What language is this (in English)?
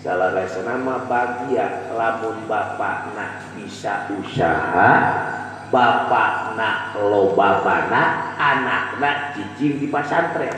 Sundanese